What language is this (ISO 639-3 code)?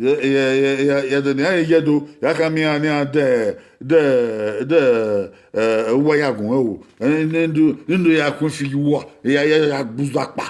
bin